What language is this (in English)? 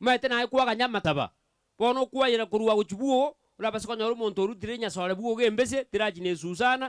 Gusii